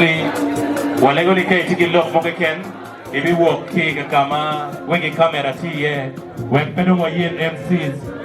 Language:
Acoli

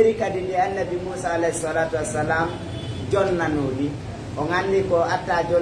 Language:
Fula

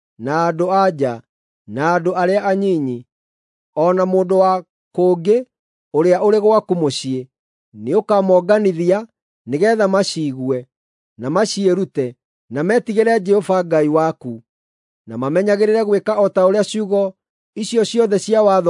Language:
Kikuyu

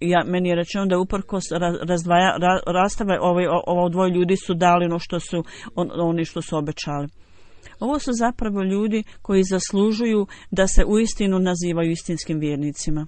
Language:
Bosnian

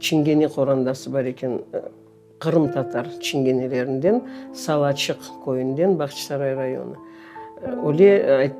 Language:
Crimean Tatar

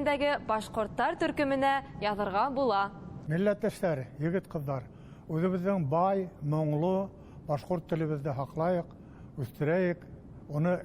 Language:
Bashkir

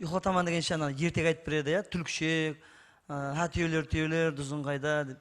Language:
Kara-Kalpak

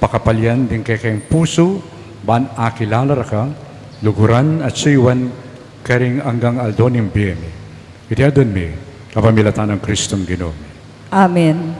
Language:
Pampanga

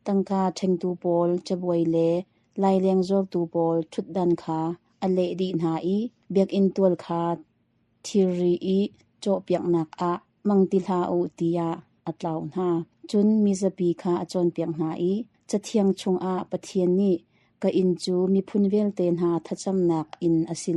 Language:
Hakha Chin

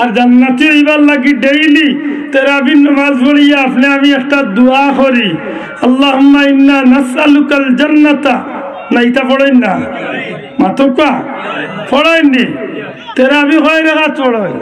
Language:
Sylheti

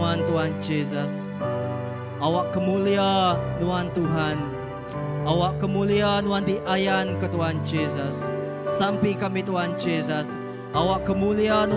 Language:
Iban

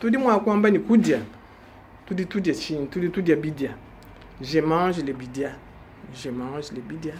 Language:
Luba-Lulua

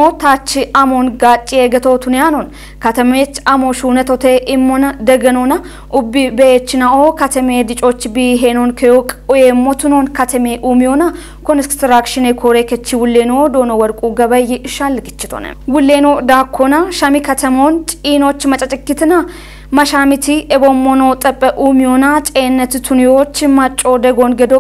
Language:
Kafa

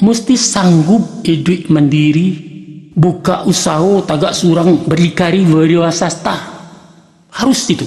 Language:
Minangkabau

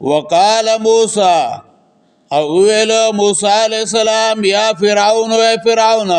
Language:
Pashto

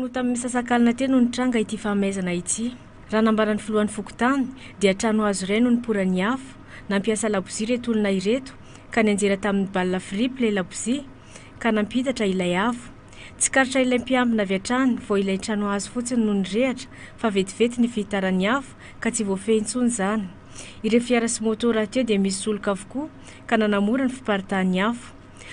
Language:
Malagasy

